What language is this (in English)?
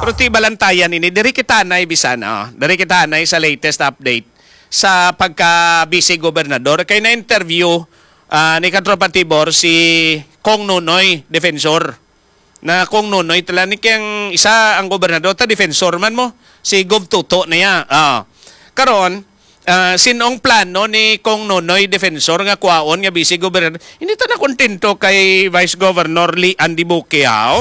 Hiligaynon